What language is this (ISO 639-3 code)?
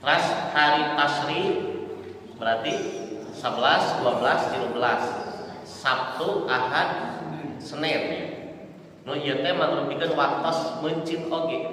sun